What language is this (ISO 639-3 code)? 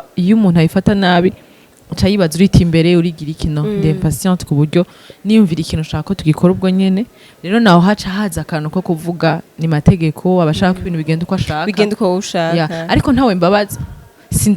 run